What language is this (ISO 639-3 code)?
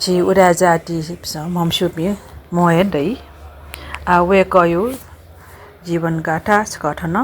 new